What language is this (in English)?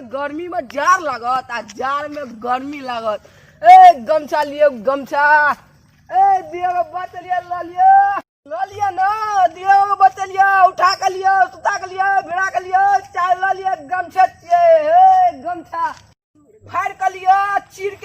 Maithili